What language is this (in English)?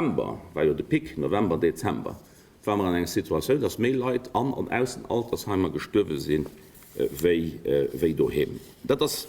Luxembourgish